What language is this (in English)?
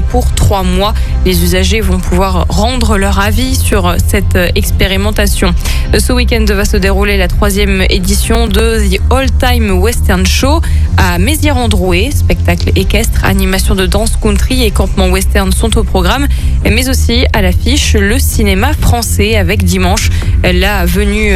French